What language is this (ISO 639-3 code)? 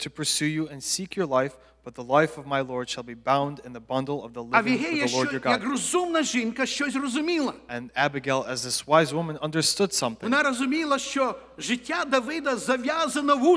ukr